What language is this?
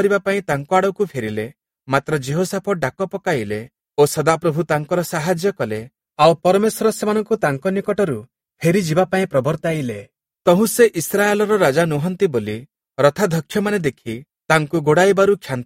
Odia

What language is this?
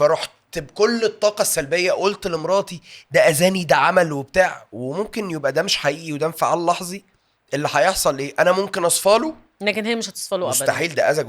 Egyptian Arabic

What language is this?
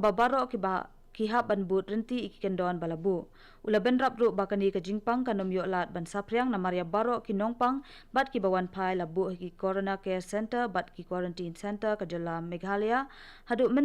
Khasi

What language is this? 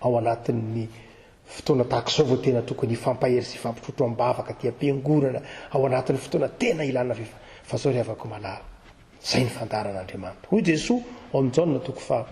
Malagasy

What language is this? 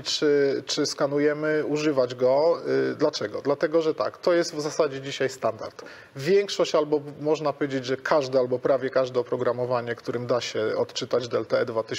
Polish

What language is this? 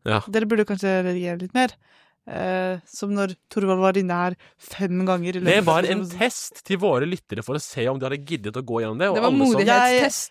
Norwegian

